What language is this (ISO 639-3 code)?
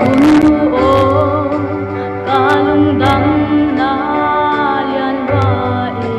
pck